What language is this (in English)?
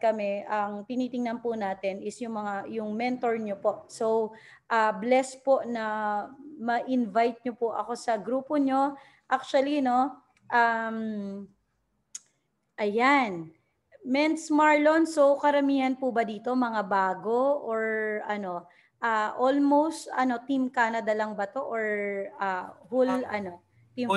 Filipino